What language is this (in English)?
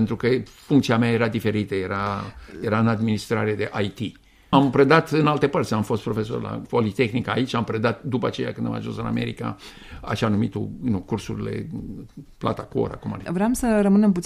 Romanian